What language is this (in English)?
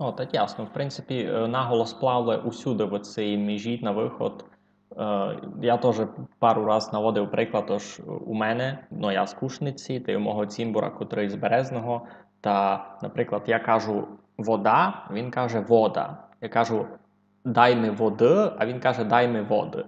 Rusyn